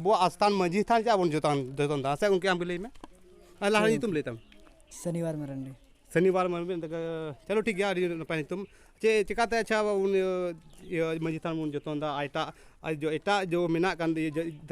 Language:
Santali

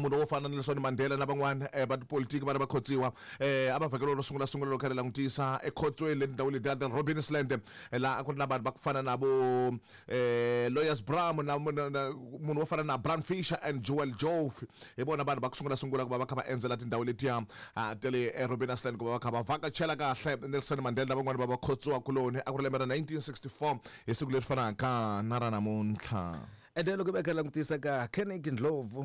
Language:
Tsonga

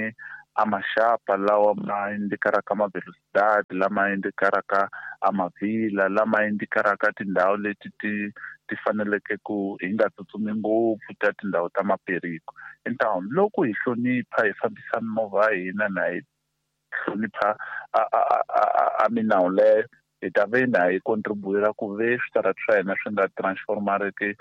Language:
Tsonga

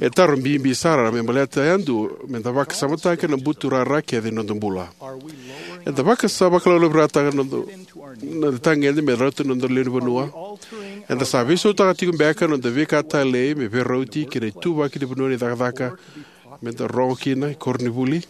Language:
Fijian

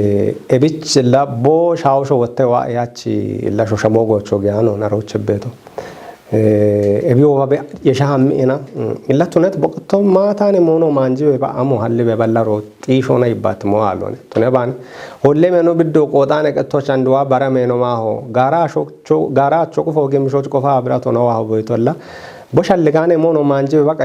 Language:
Kafa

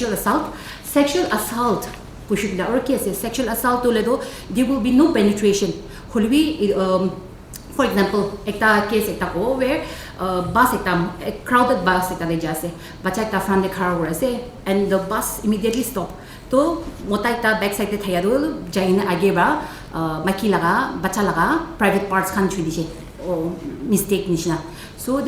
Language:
Naga Pidgin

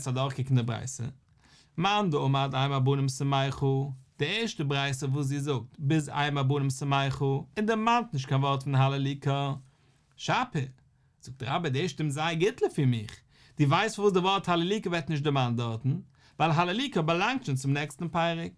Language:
Yiddish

